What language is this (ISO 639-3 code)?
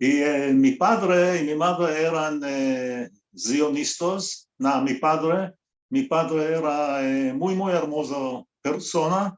lad